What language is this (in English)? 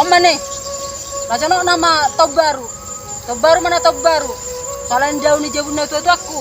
Batak Toba